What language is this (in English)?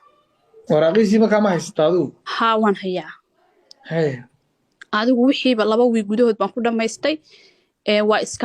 Somali